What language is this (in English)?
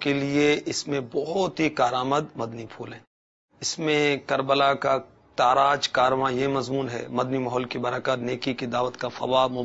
Urdu